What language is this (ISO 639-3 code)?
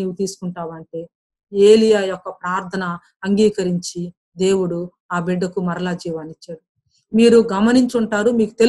tel